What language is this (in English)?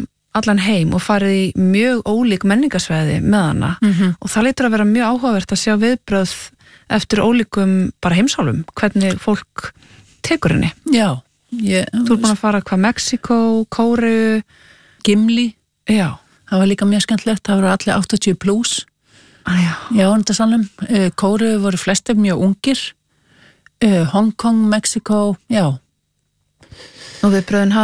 Icelandic